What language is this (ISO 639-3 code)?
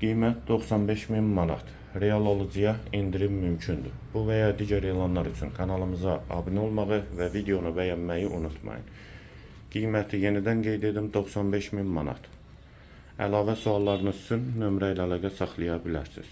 aze